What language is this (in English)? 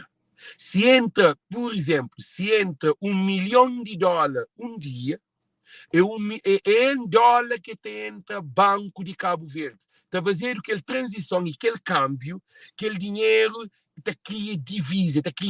Kabuverdianu